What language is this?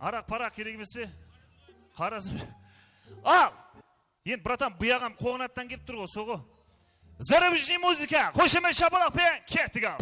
Kara-Kalpak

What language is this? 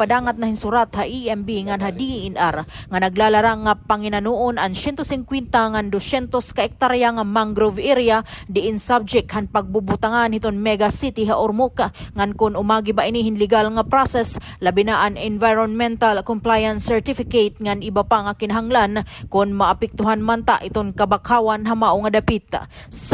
Waray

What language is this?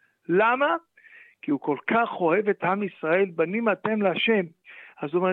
Hebrew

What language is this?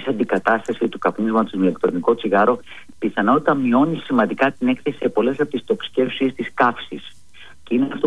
Greek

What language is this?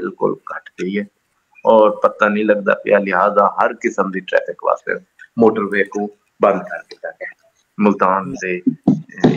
Saraiki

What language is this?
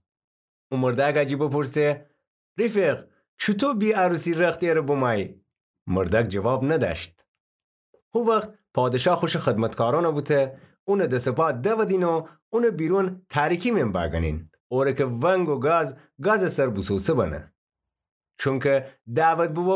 Gilaki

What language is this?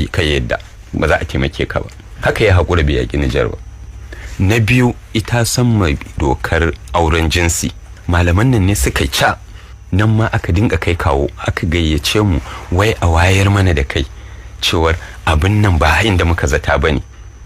Hausa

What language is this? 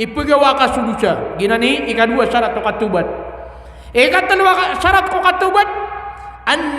Maranao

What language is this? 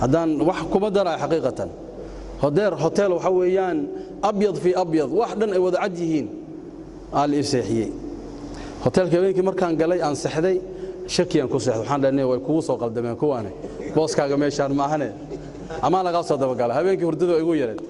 Somali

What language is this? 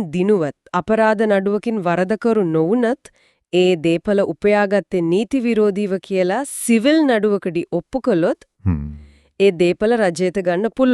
Sinhala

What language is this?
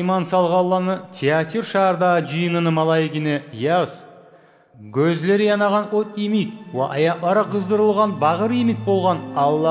Kumyk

